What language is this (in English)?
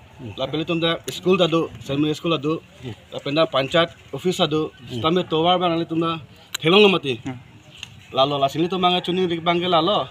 Karbi